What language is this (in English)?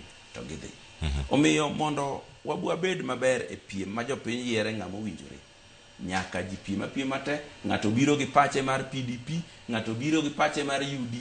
Luo (Kenya and Tanzania)